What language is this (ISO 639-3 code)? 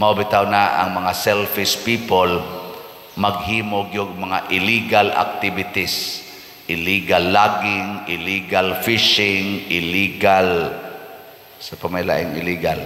ceb